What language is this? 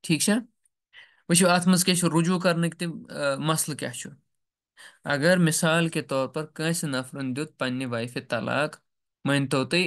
Kashmiri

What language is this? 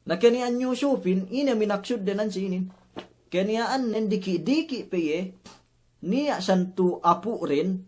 Yakan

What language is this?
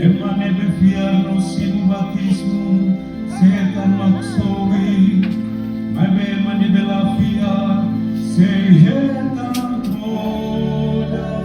Tetum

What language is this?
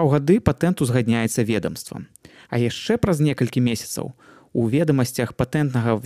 Belarusian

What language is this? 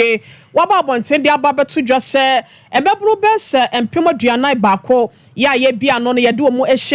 Akan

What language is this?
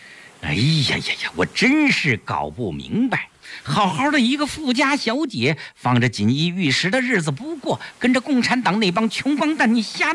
Chinese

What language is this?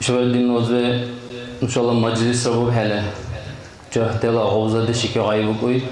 Dargwa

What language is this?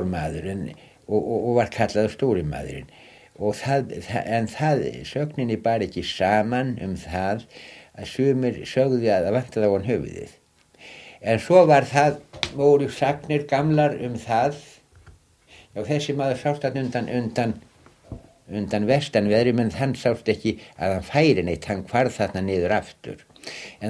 Icelandic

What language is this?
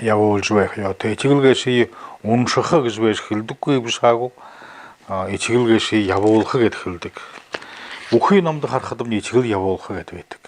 Buriat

